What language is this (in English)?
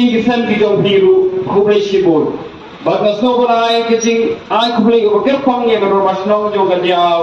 Khasi